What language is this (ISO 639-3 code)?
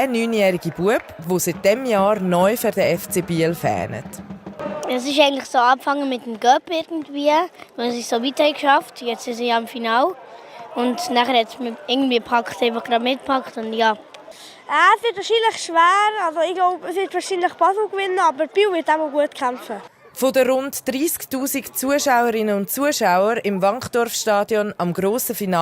gsw